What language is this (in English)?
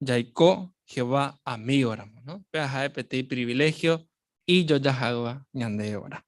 Guarani